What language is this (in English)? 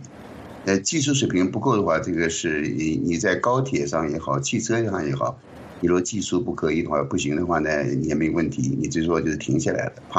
Chinese